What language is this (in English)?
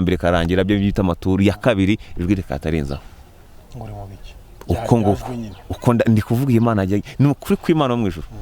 Kinyarwanda